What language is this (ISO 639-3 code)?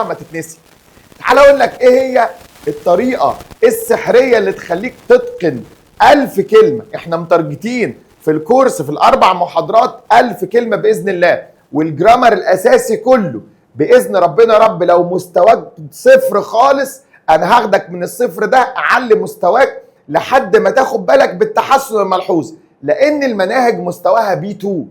arz